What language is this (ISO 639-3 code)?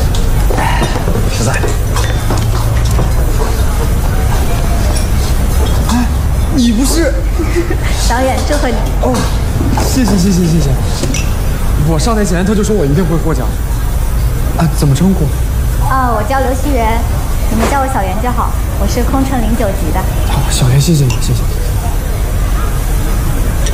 zho